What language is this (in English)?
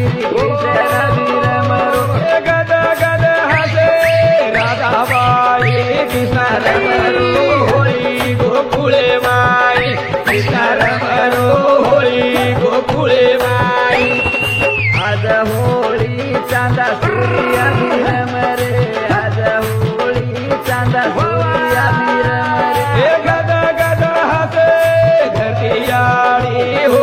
Lambadi